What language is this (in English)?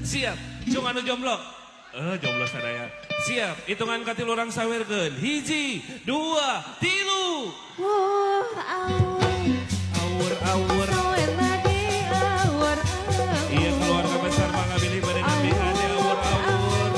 Sundanese